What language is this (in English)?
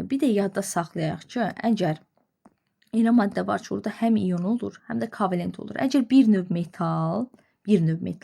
Azerbaijani